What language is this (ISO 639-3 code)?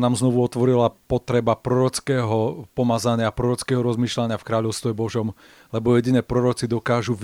slk